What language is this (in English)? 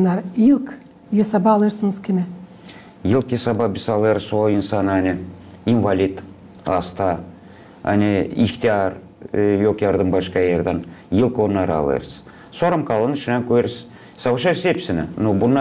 Gagauz